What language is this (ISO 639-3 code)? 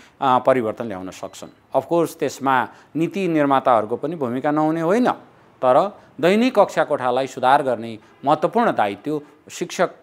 nep